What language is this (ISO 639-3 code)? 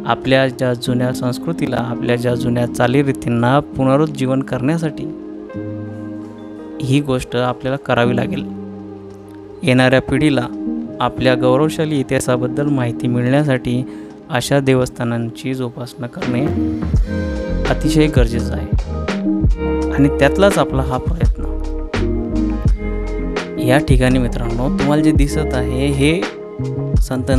mar